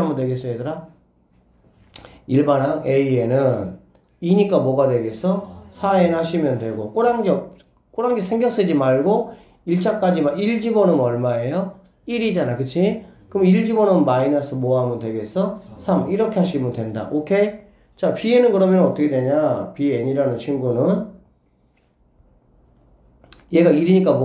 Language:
Korean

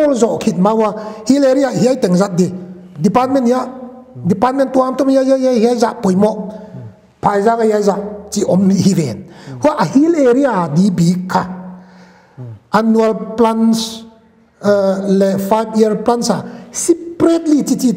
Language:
Paite Chin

